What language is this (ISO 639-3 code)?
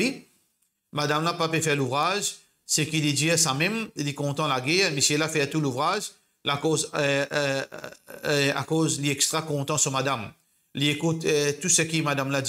mfe